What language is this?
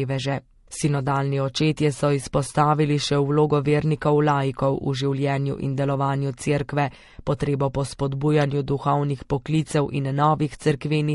Slovenian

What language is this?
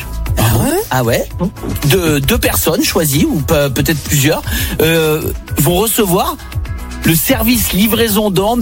French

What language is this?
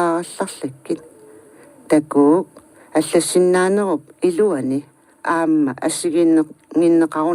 Kalaallisut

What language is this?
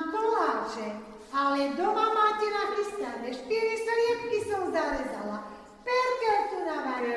Slovak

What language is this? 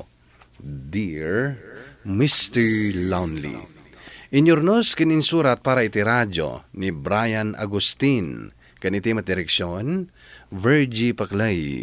Iloko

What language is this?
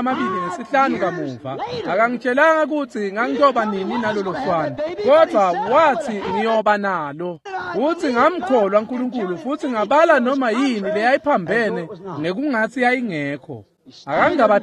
Swati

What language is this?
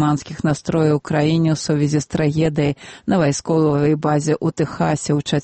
Belarusian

